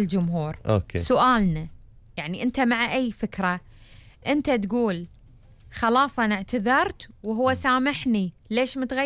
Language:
Gulf Arabic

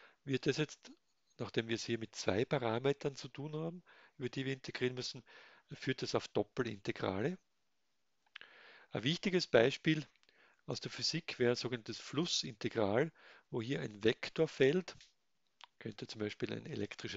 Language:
German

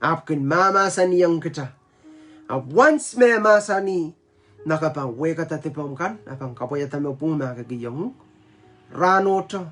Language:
Pohnpeian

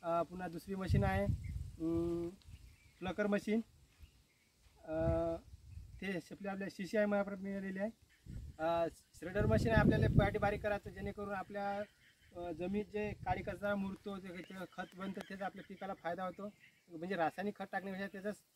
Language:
Marathi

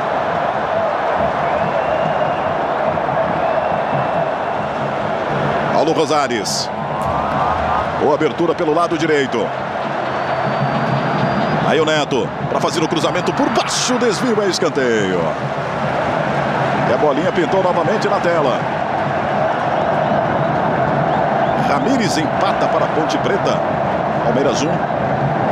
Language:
Portuguese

